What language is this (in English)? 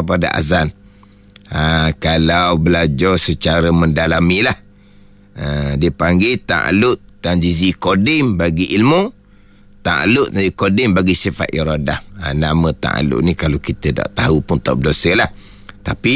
Malay